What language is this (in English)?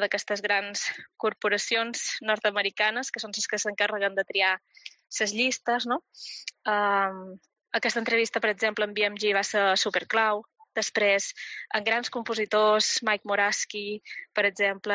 Catalan